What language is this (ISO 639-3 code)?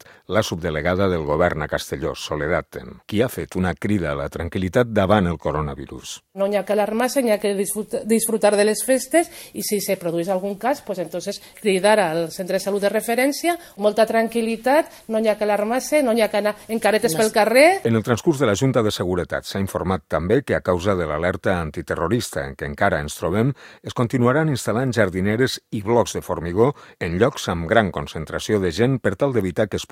cat